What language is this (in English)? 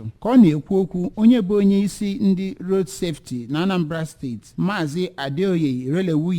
Igbo